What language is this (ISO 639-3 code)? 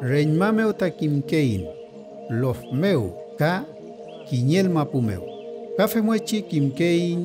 arn